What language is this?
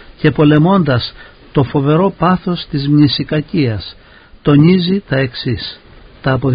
Greek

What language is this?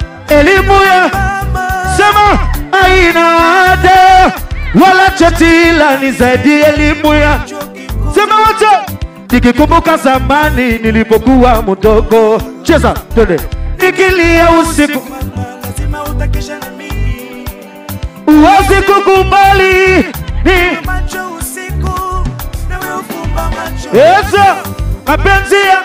Swahili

